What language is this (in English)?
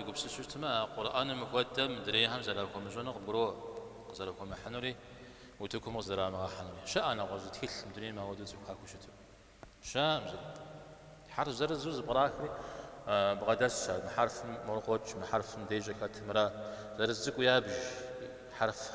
Kabardian